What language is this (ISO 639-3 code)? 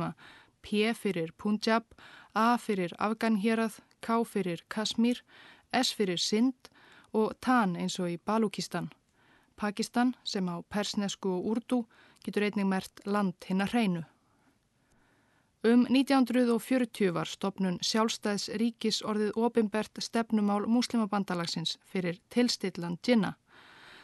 isl